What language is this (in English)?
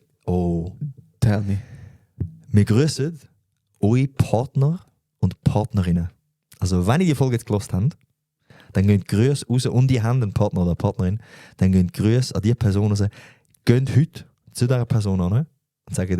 Swiss German